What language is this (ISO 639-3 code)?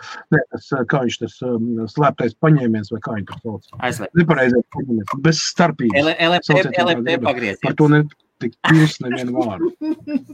lav